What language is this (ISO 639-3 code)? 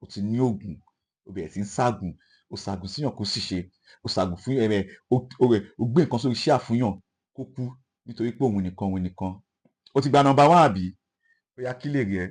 yor